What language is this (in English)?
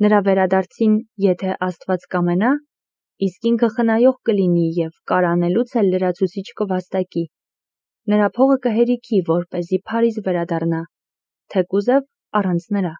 Armenian